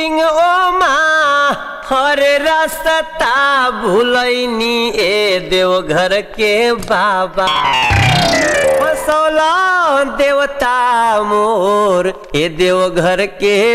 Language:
Bhojpuri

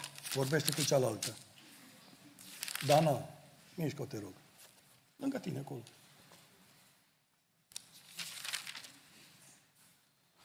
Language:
Romanian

